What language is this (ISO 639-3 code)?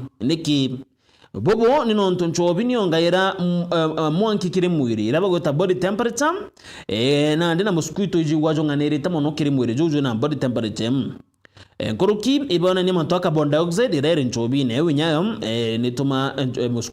mer